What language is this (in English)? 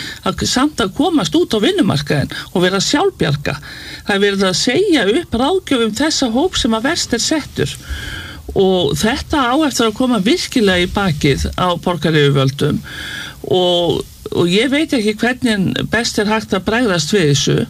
Icelandic